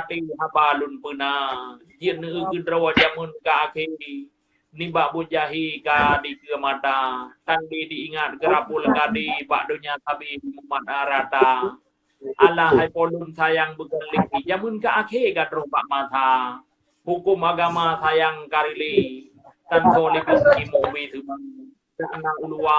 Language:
Achinese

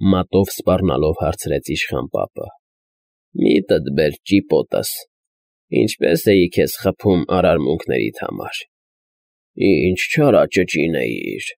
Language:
Armenian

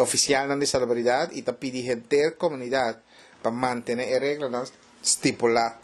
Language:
Papiamento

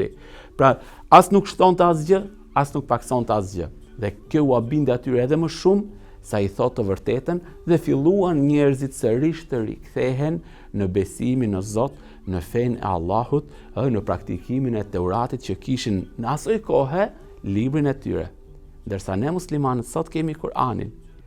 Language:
Albanian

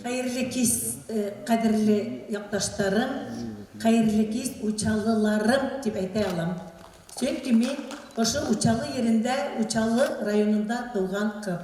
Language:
Bashkir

